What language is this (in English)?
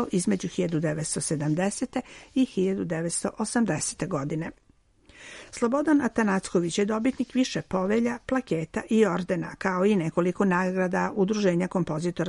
Serbian